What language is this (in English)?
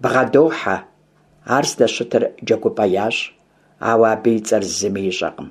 Kabardian